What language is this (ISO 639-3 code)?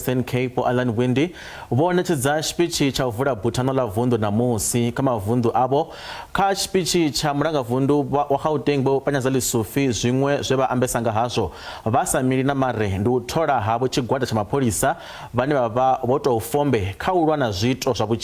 ven